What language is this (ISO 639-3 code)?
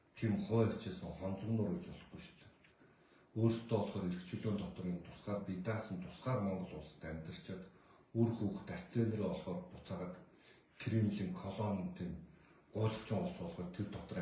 mon